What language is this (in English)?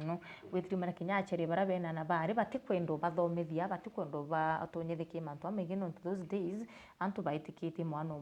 Meru